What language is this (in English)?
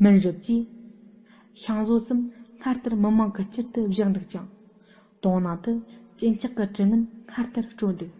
Tibetan